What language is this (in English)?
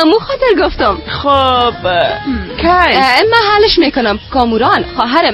Persian